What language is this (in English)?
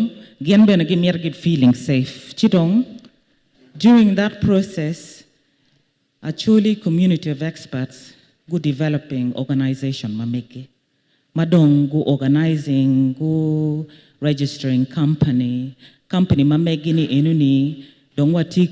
Acoli